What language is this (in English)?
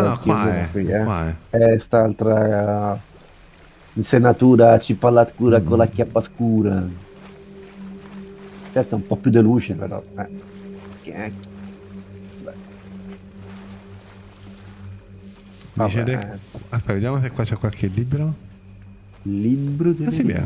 Italian